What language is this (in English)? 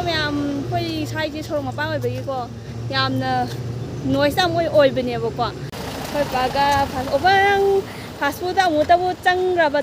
Manipuri